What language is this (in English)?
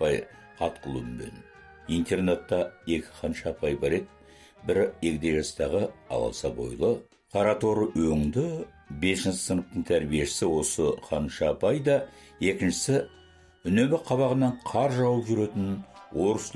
Kazakh